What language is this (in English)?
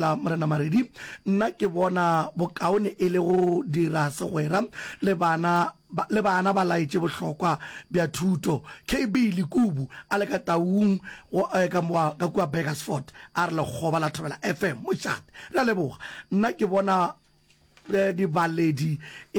Northern Sotho